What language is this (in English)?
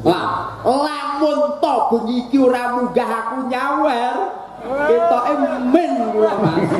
Javanese